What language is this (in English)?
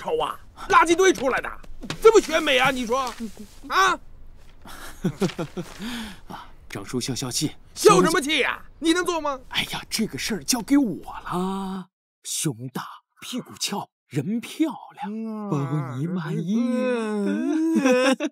Chinese